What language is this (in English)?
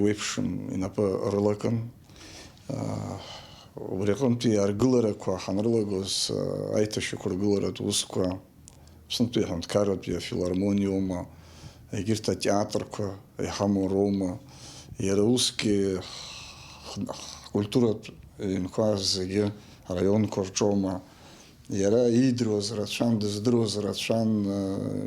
Abkhazian